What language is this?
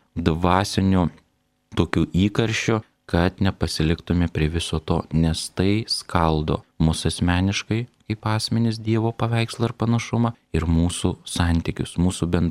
Lithuanian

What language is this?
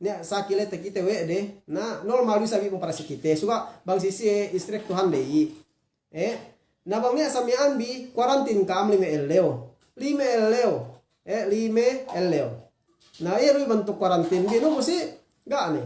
Yakan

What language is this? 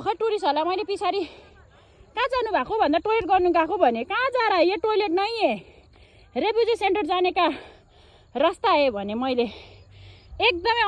Nepali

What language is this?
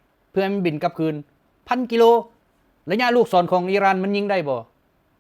Lao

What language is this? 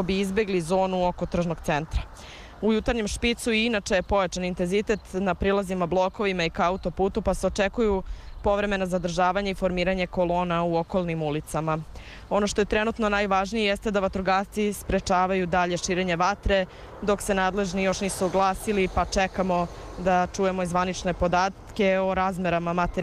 Serbian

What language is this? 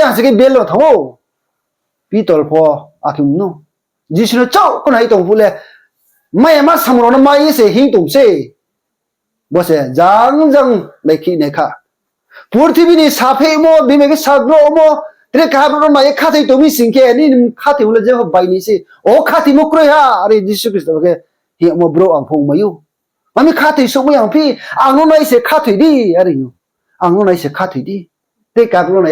Riang (India)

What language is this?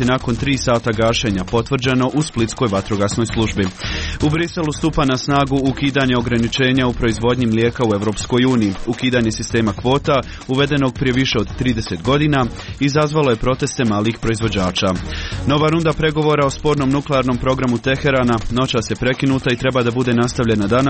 Croatian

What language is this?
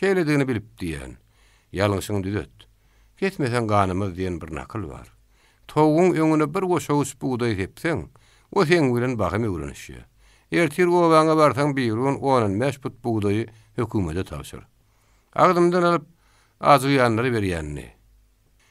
Turkmen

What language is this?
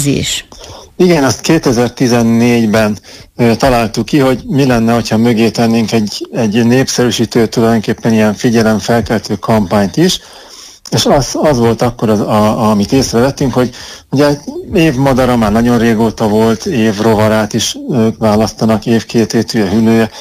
Hungarian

